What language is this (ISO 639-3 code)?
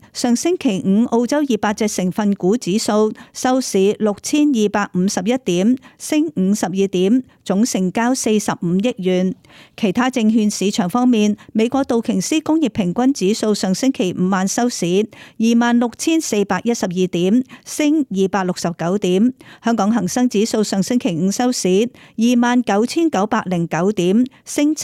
yue